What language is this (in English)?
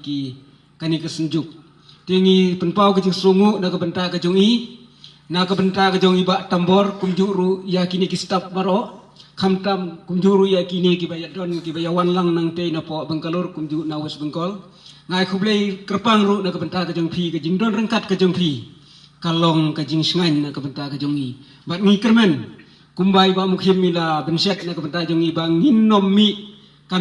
Khasi